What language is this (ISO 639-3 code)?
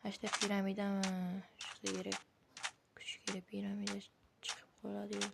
uzb